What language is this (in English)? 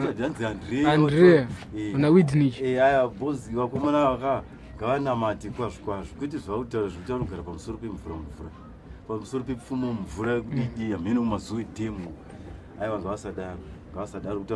Shona